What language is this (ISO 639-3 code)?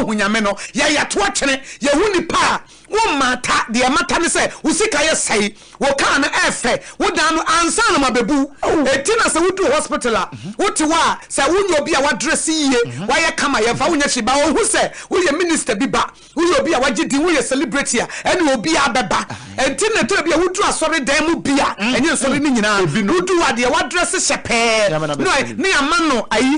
aka